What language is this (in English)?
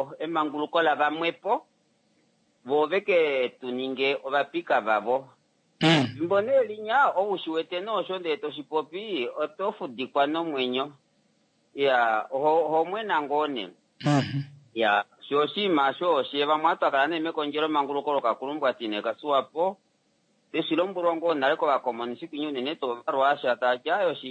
Kuanyama